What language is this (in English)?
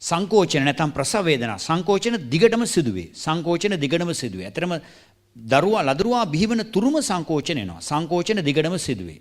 Sinhala